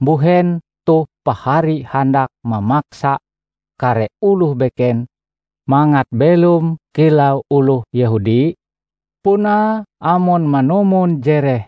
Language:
Ngaju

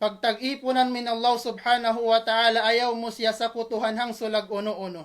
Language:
Tausug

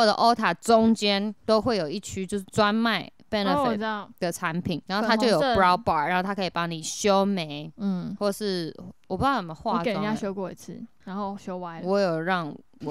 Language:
Chinese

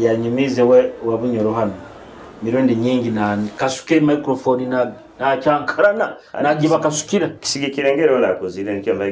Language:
Nyoro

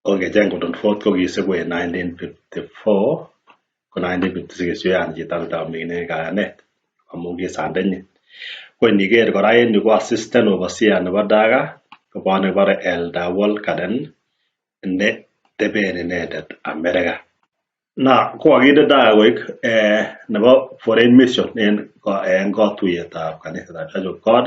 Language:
Kalenjin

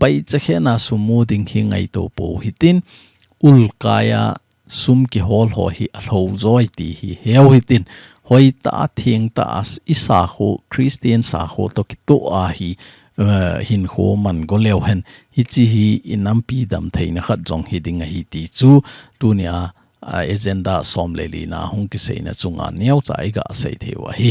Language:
Thado Chin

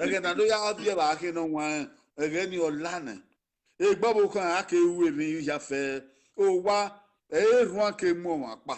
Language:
Bini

